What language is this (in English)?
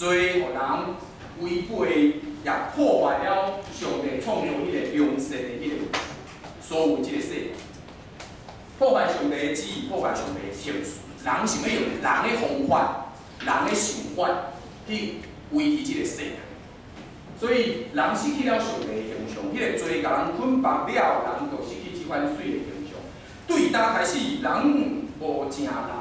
Min Nan Chinese